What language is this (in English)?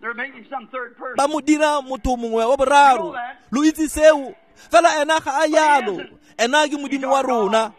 Tswana